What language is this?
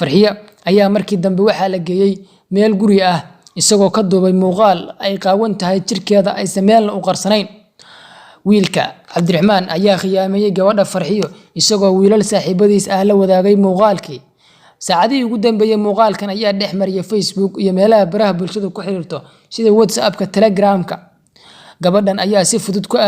Somali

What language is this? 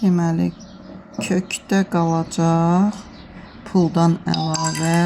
Azerbaijani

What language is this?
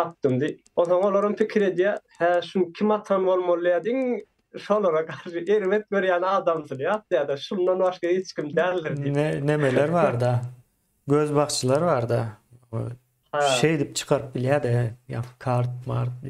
Turkmen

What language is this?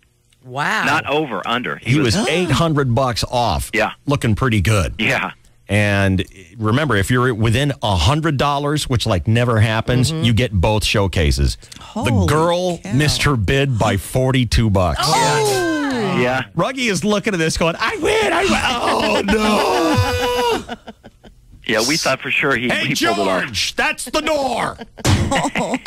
English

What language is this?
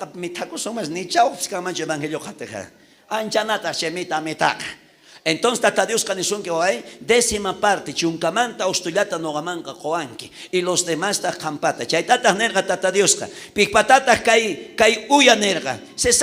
South Bolivian Quechua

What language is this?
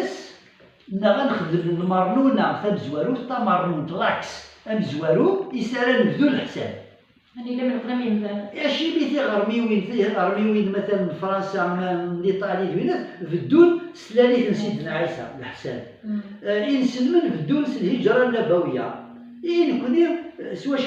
Kabyle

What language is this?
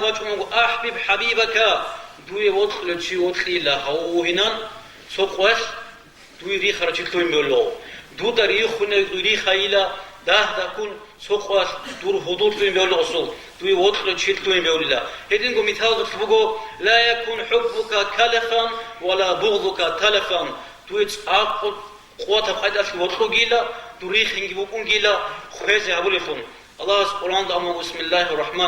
Avaric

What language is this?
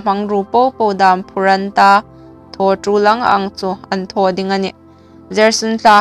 Hmar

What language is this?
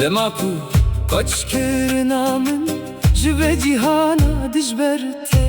Kurdish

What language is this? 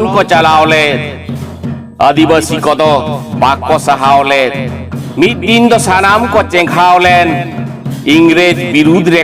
Santali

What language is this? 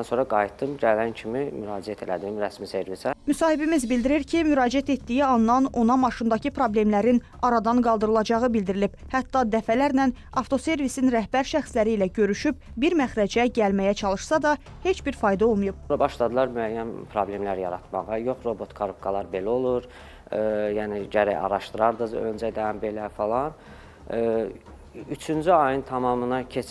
Azerbaijani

